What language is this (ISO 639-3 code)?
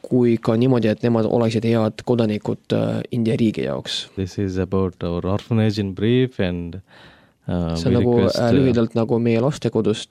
est